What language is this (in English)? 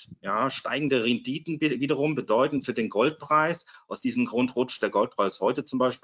German